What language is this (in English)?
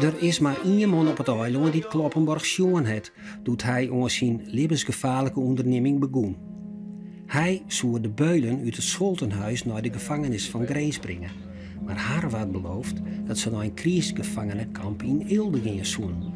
Western Frisian